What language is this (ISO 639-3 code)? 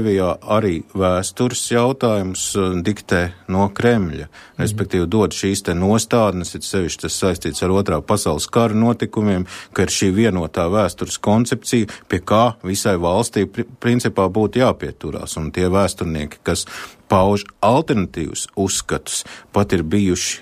lav